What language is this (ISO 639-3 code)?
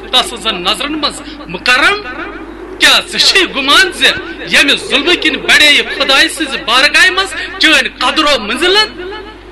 kas